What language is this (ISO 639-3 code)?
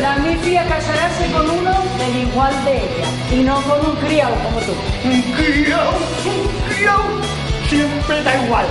ast